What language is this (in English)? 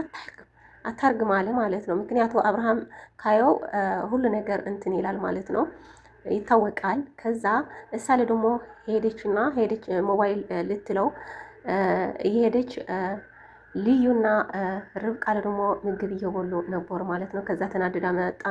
Amharic